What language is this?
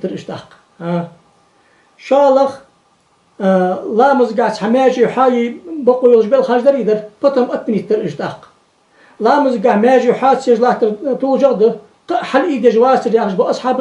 Ingush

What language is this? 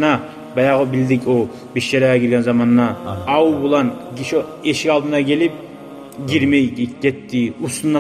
Kumyk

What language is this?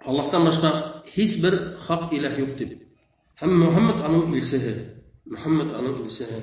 Bashkir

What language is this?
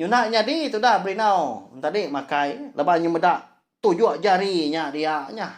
Iban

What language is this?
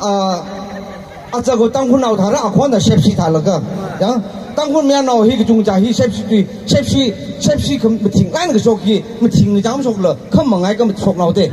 Tangkhul Naga (India)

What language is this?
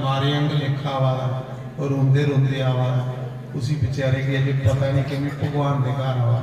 Dogri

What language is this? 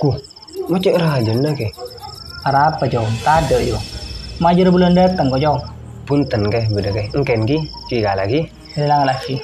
Madurese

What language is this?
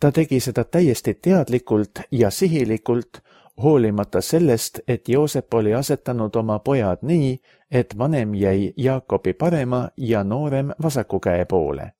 Estonian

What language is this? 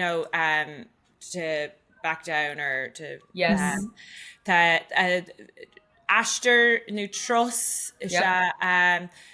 Irish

